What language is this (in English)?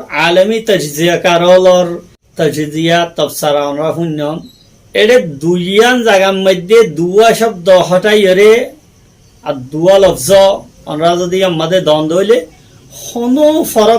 Rohingya